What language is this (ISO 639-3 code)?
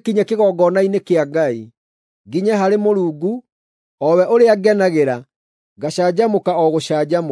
kik